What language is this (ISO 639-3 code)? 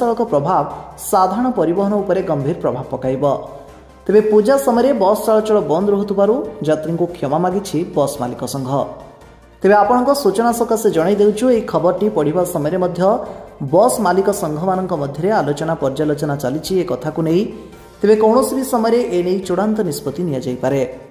ori